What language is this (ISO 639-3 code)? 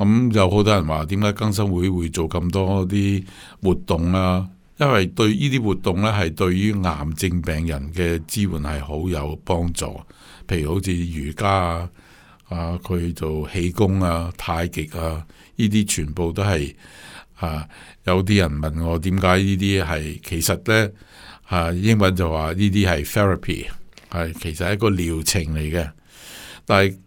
yue